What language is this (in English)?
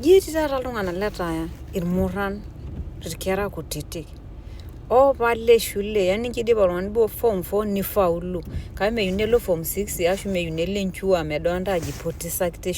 Masai